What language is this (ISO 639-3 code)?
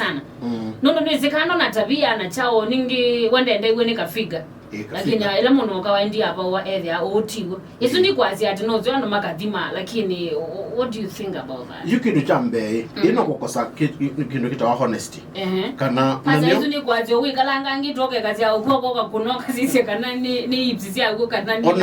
kam